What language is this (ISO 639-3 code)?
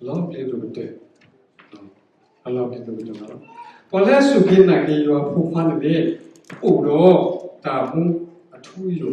ksw